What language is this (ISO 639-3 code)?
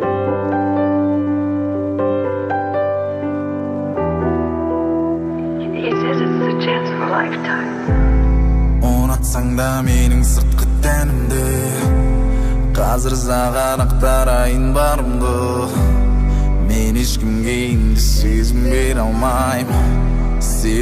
kaz